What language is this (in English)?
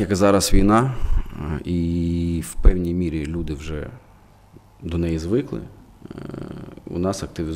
Ukrainian